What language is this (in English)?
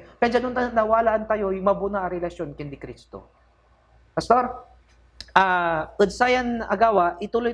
Pangasinan